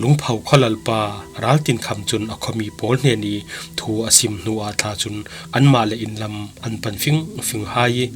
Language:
Falam Chin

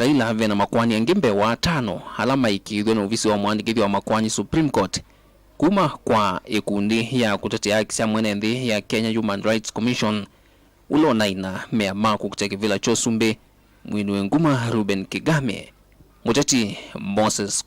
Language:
Kamba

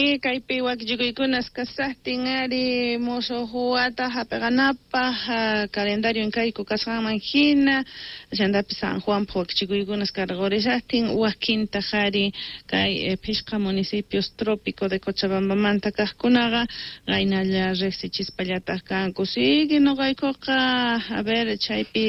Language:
Quechua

